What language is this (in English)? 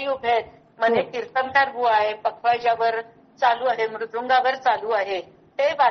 Marathi